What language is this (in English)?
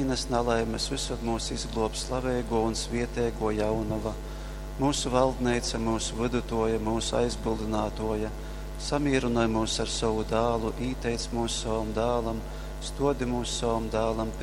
Latgalian